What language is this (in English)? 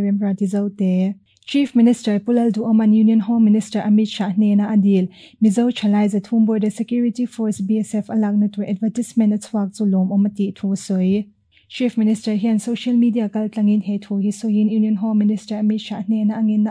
Mizo